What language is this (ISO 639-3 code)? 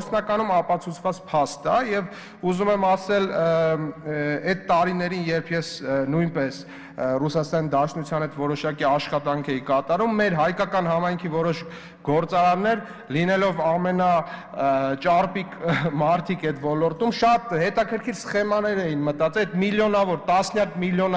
hye